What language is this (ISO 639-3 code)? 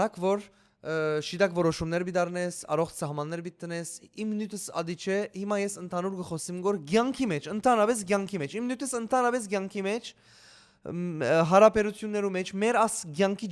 hyw